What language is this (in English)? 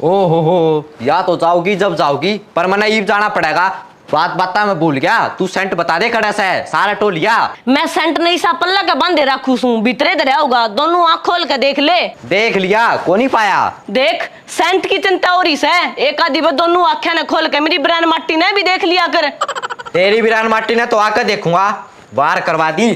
Haryanvi